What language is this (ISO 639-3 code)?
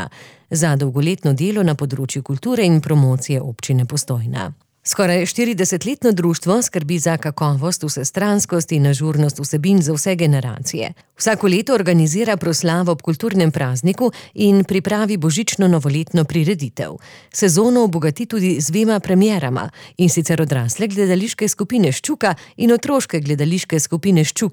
slv